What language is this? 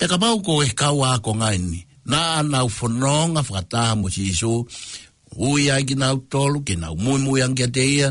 Tongan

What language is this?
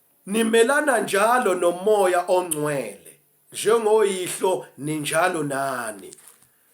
Zulu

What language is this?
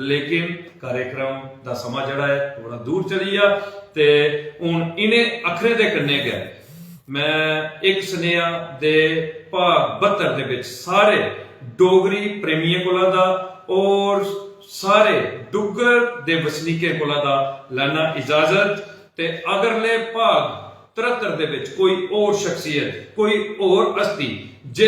Dogri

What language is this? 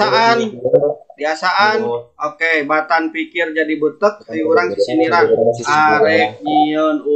Sundanese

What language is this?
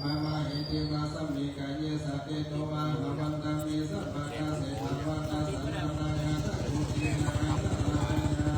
Pali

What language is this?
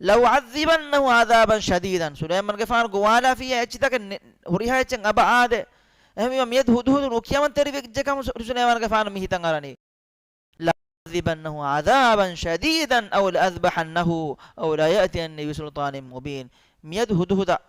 Divehi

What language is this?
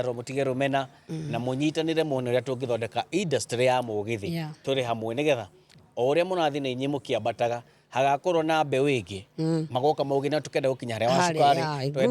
Kikuyu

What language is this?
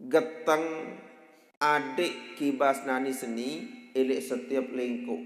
Sasak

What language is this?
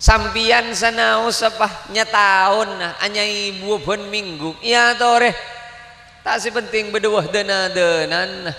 Madurese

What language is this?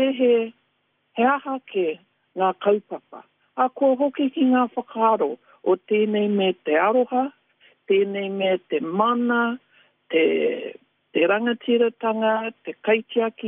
Māori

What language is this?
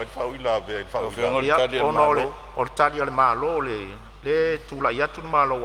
Samoan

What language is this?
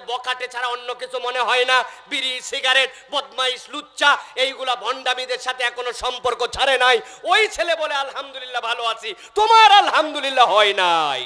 Bangla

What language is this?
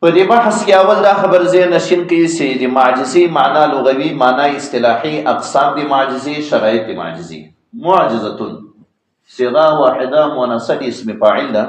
Pashto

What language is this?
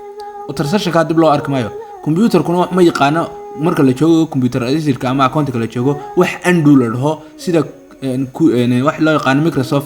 Somali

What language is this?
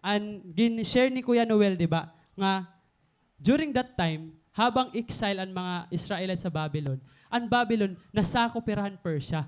Waray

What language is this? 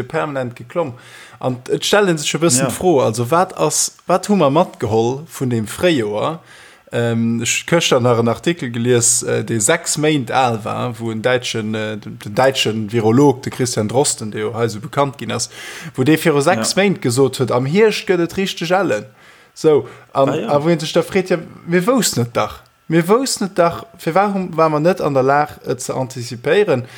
Luxembourgish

